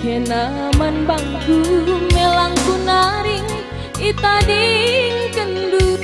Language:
Batak Karo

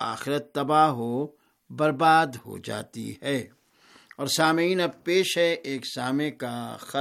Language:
Urdu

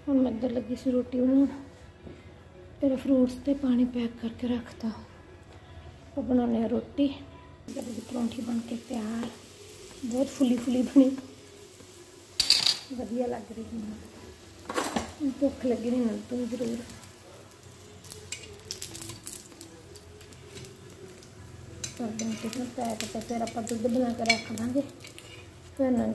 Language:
Punjabi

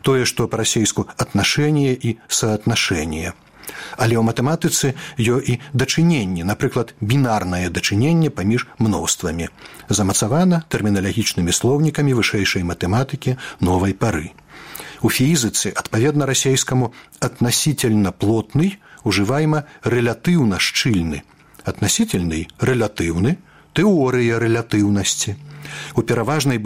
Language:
Belarusian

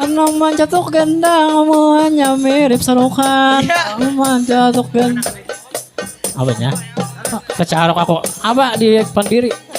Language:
Banjar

